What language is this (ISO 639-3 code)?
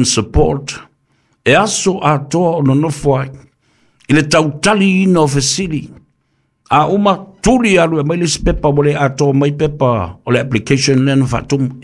smo